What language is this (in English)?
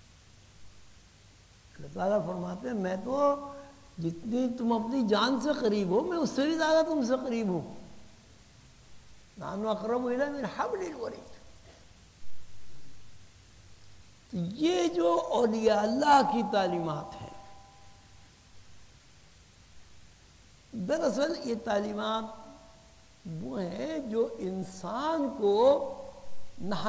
Urdu